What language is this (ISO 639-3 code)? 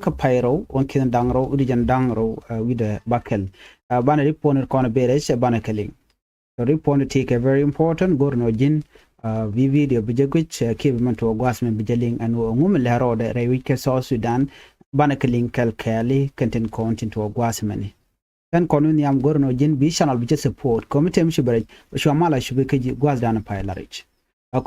nus